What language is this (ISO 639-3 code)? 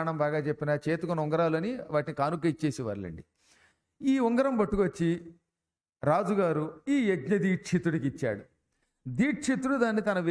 tel